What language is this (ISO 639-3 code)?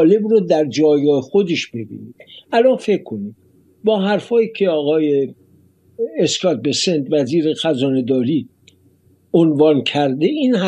fas